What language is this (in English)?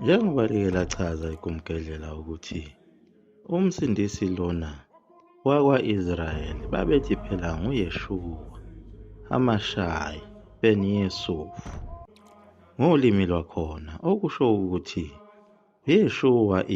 Zulu